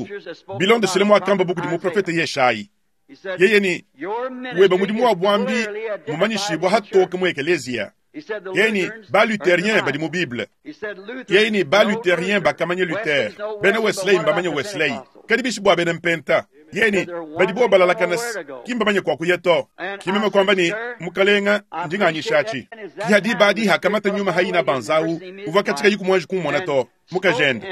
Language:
Luba-Lulua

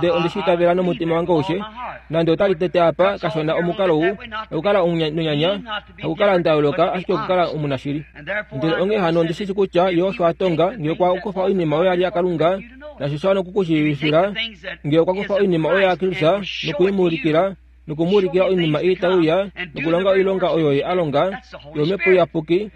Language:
Kuanyama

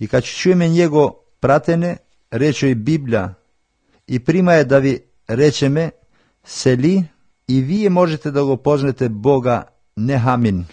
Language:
Macedonian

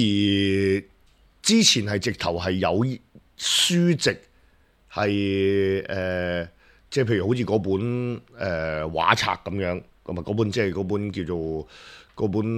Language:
Cantonese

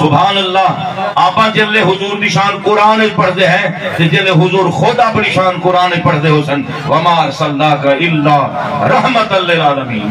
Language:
Saraiki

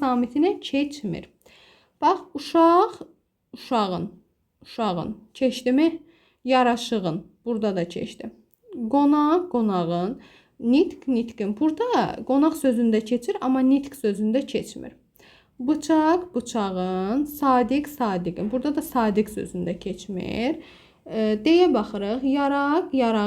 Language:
Azerbaijani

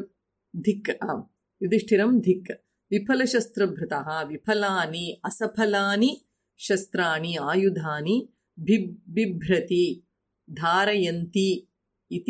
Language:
Sanskrit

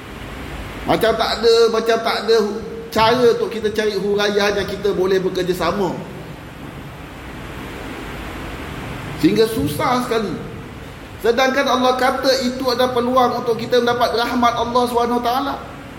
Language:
Malay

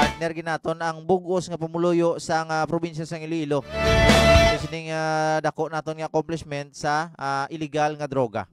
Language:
Hiligaynon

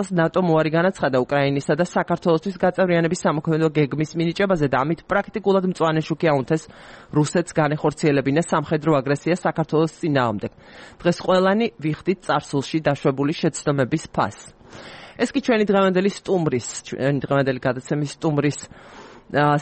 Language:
Georgian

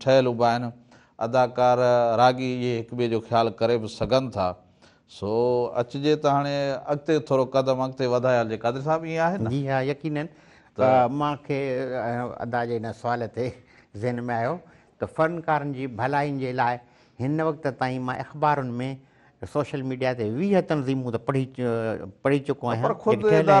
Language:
Sindhi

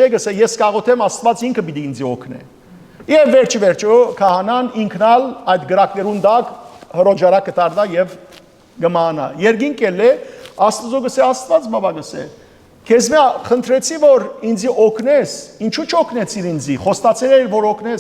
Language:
Western Armenian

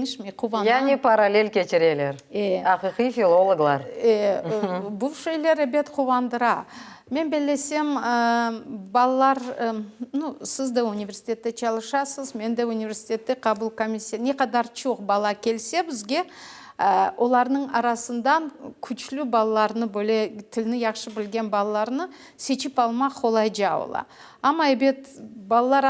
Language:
Crimean Tatar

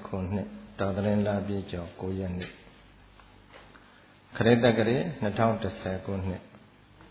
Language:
Burmese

